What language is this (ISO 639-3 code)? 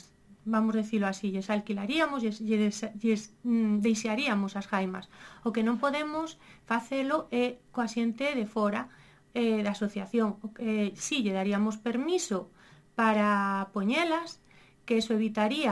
glg